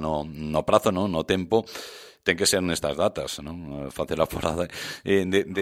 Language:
Galician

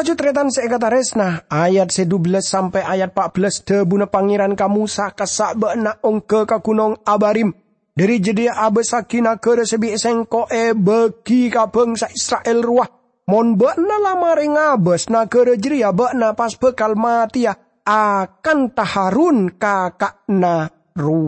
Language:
Madurese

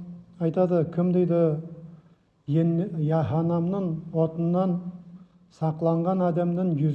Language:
Nogai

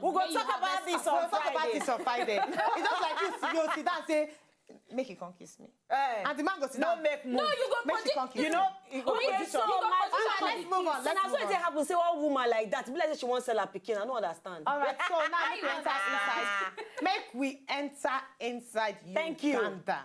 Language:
Nigerian Pidgin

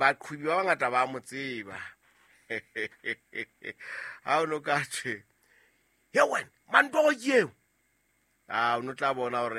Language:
Southern Sotho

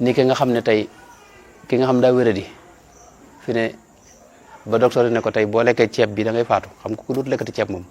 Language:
Wolof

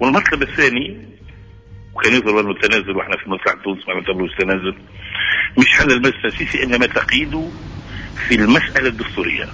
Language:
Tunisian Arabic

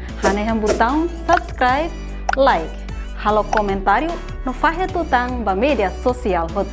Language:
Tetum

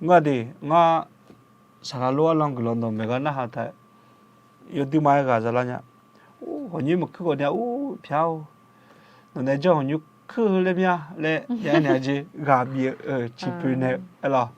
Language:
Akha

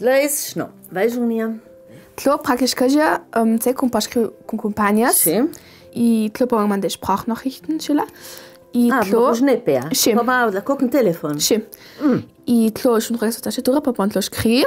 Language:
Ladin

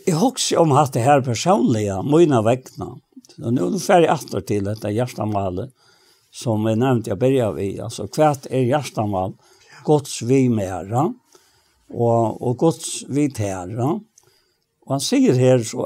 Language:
Faroese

